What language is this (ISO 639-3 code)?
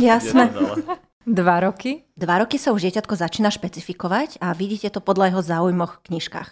slk